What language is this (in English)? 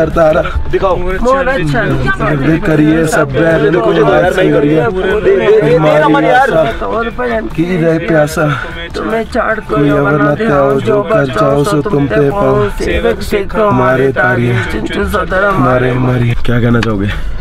Hindi